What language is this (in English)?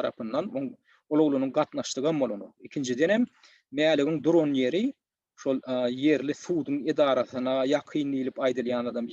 Turkmen